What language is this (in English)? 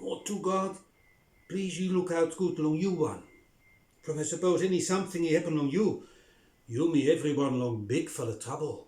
Bislama